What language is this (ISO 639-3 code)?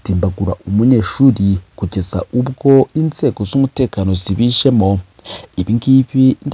kin